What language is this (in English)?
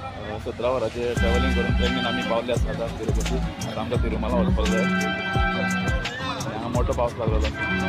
Konkani